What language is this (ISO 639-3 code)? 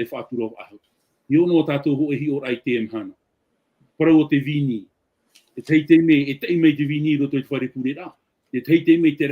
tah